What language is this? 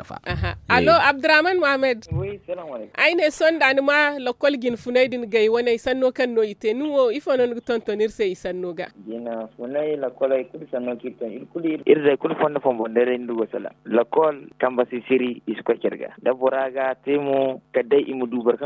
Zarma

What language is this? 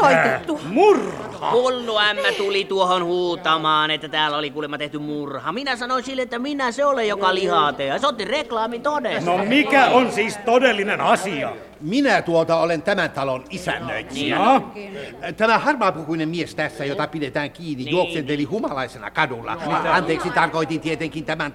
Finnish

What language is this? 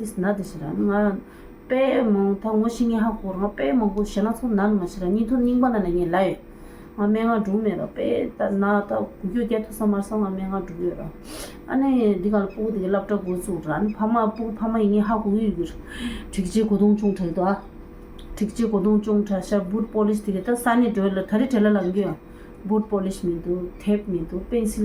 Tibetan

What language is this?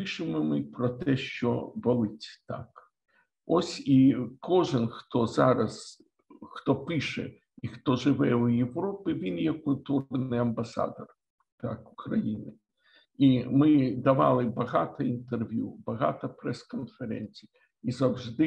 Ukrainian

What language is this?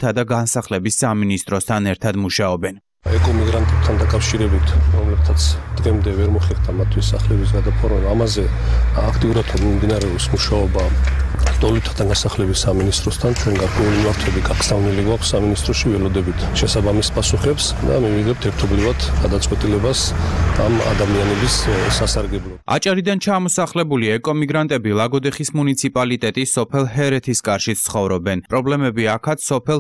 Georgian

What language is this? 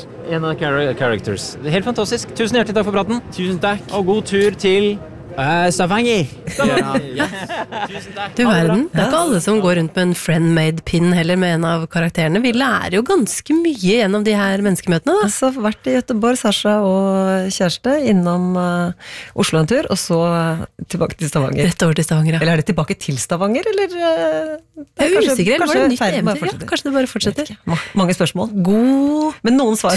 Norwegian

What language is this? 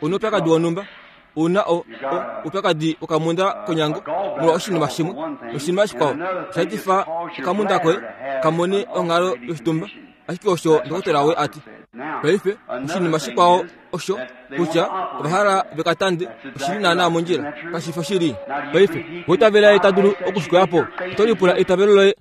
Kuanyama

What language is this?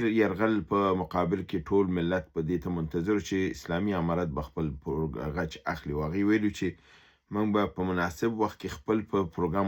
Pashto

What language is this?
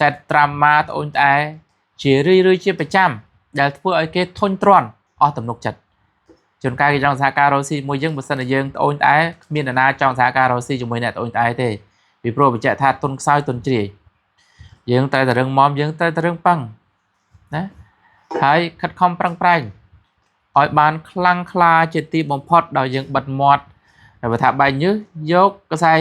Khmer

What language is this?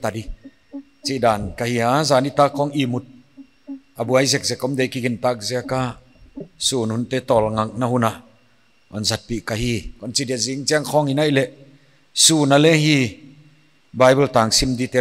Paite Chin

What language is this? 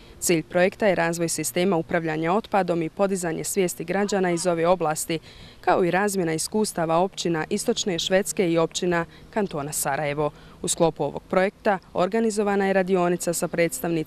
Bosnian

